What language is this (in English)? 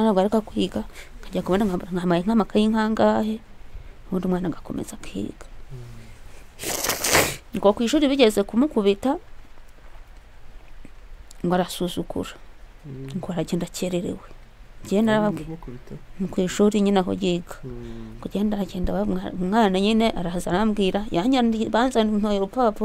Kinyarwanda